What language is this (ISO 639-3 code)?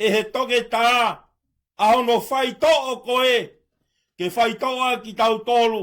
ton